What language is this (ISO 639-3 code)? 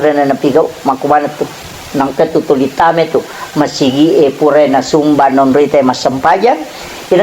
bug